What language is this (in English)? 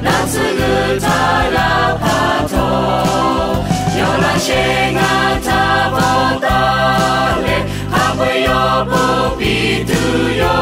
Lahu